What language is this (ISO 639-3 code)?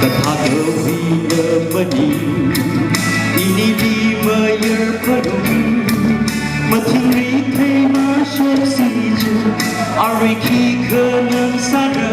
nmf